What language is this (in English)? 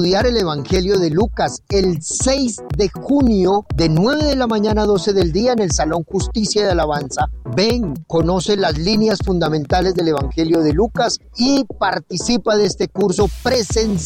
Spanish